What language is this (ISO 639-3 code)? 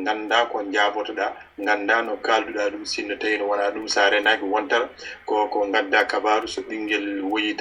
ful